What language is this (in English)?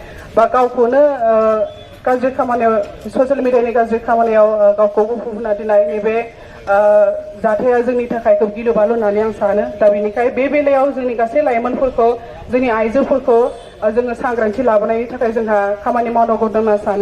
Bodo